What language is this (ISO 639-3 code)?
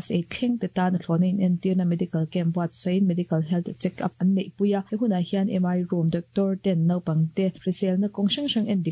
lus